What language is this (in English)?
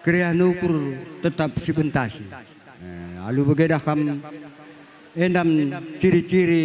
Batak Karo